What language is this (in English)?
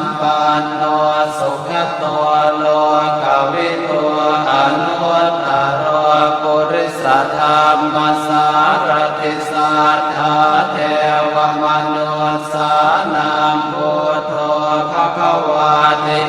Pali